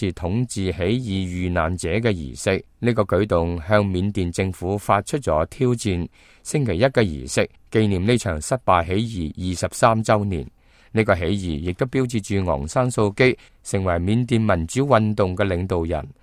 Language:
Cantonese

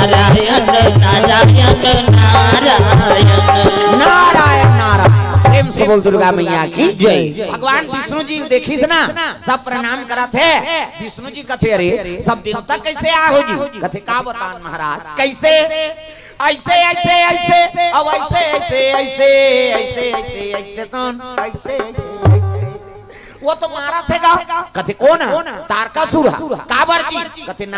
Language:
Chhattisgarhi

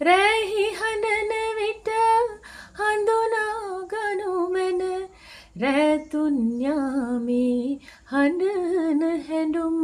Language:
Sinhala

